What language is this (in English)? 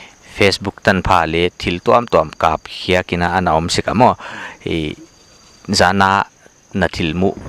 Paite Chin